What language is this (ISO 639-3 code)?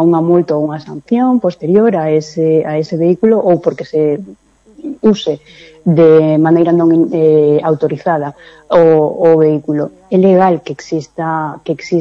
glg